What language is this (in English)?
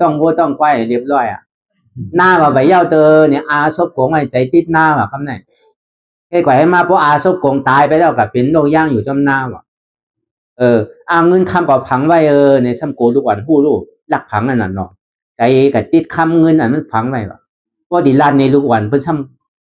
Shan